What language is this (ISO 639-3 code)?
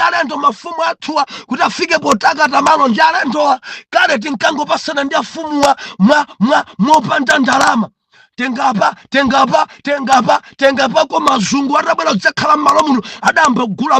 nya